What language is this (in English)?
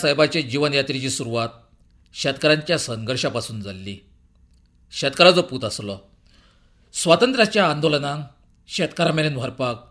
Konkani